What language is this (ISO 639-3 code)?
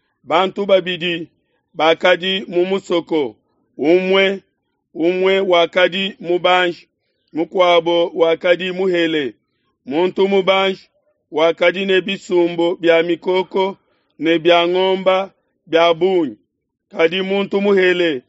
lua